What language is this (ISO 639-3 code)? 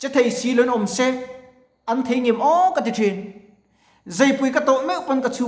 lus